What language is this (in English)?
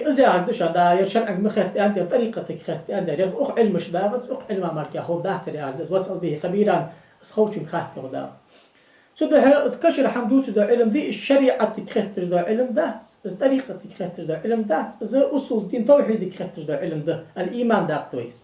Ingush